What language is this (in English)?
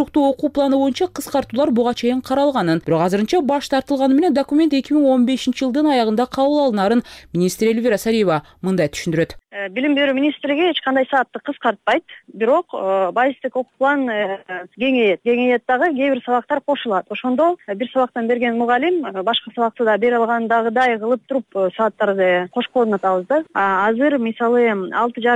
Kyrgyz